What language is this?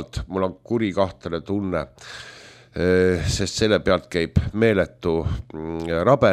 Estonian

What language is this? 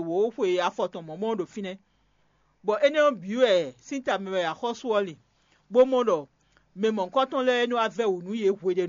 Fon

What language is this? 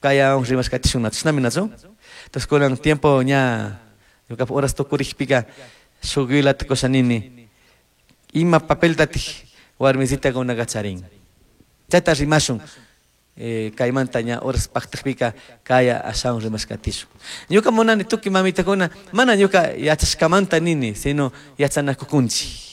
Chimborazo Highland Quichua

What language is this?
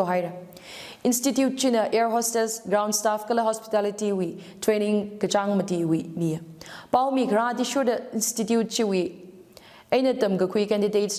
Tangkhul Naga (India)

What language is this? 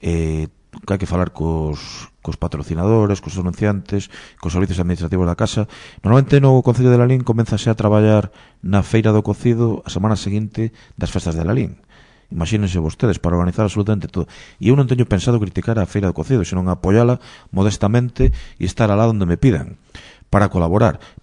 Galician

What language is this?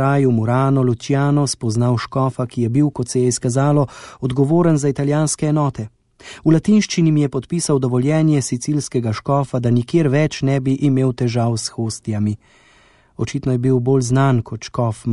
Slovenian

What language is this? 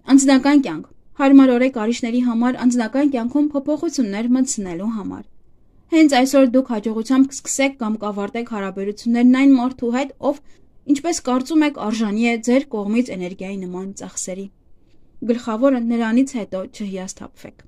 Armenian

